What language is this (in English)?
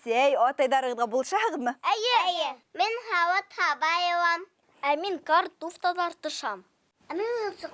Bashkir